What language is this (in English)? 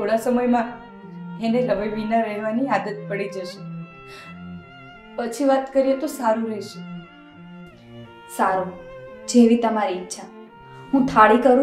Gujarati